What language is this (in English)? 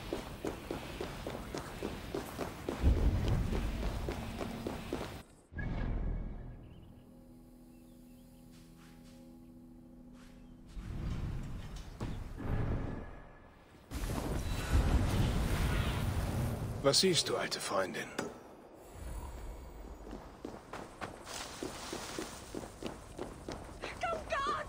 German